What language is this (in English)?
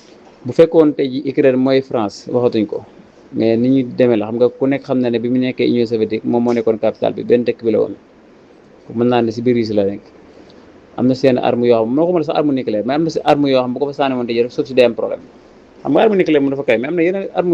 Wolof